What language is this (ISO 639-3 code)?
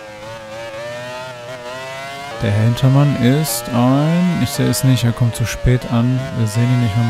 deu